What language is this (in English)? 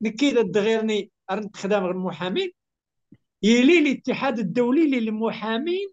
Kabyle